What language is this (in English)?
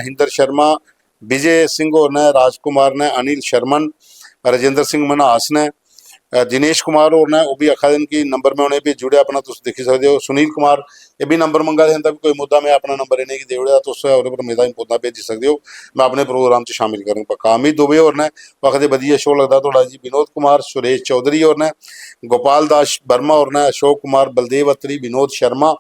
Dogri